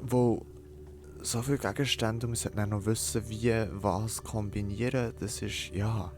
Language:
Swiss German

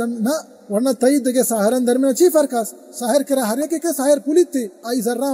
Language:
Baluchi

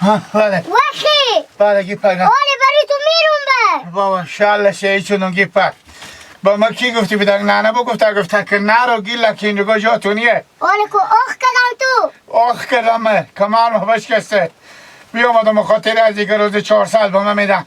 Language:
Hazaragi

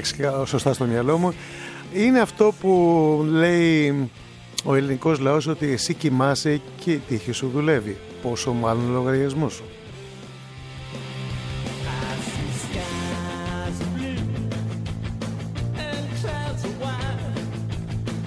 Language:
Greek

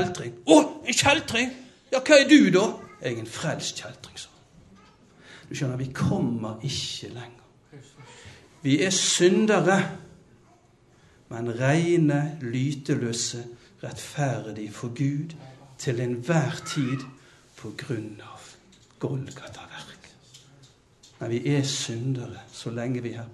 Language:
Norwegian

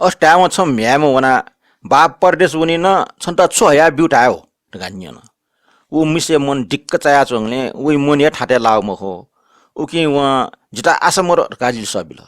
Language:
Newari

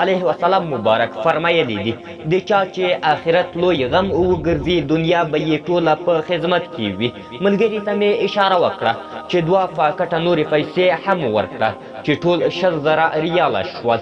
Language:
Pashto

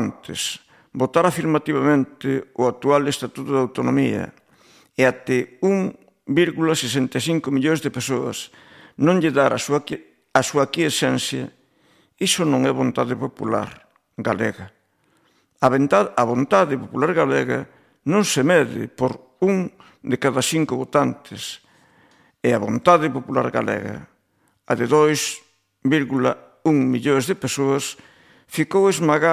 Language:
Galician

